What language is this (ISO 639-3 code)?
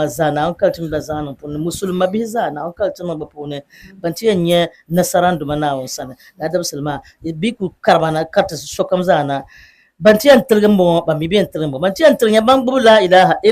dag